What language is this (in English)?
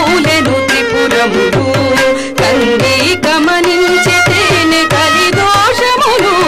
Telugu